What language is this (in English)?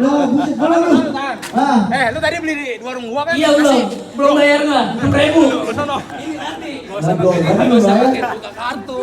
Betawi